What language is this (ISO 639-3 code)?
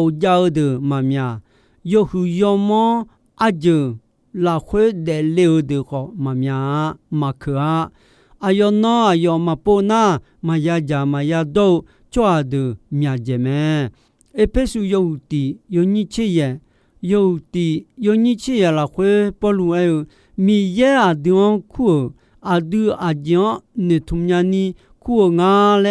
ahk